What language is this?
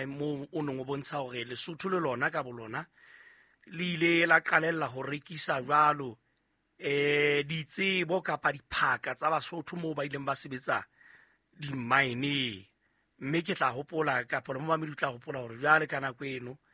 Southern Sotho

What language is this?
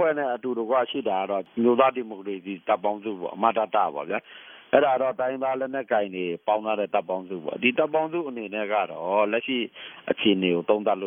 Burmese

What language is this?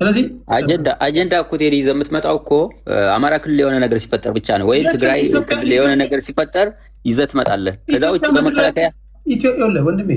Amharic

